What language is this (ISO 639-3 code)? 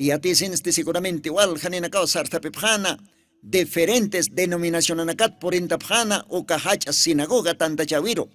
aym